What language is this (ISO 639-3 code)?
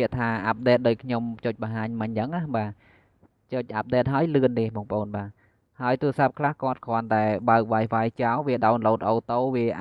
khm